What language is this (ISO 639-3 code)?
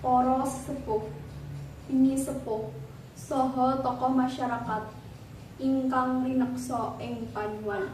jav